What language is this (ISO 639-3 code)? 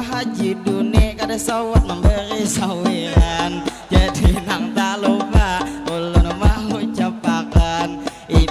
bjn